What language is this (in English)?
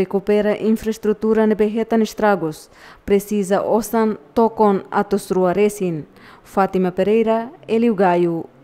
Tetum